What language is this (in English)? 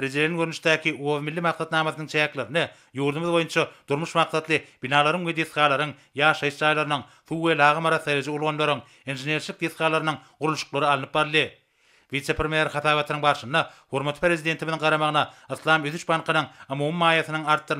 Turkmen